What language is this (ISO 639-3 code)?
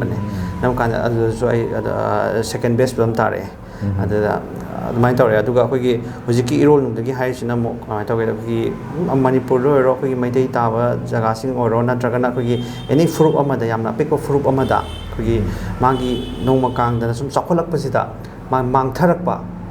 mni